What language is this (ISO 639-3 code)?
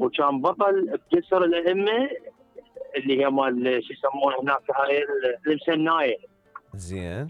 acm